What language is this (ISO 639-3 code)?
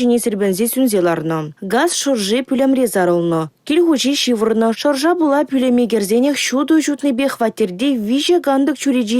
chv